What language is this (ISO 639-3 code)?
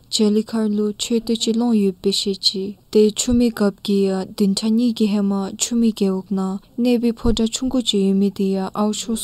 dzo